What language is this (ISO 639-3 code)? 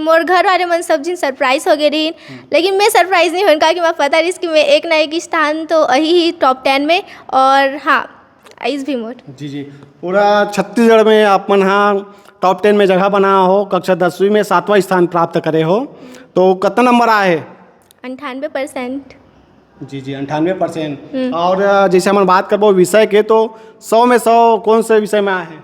hne